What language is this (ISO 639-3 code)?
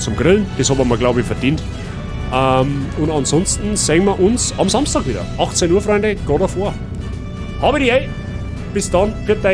bar